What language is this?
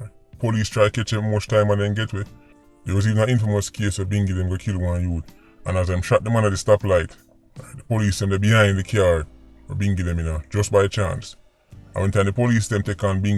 Jamaican Creole English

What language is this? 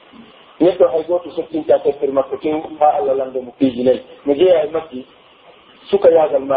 Pular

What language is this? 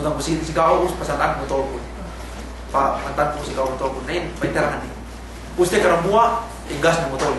Yakan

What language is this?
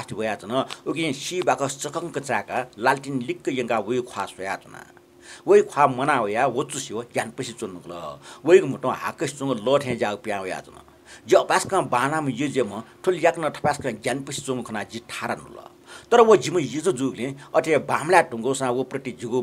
Newari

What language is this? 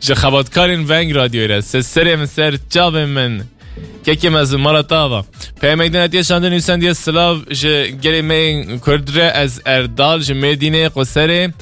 Kurdish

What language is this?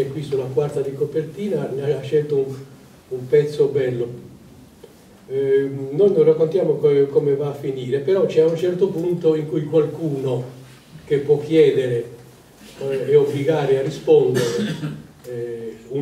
Italian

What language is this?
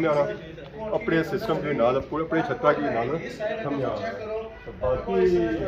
Pahari-Potwari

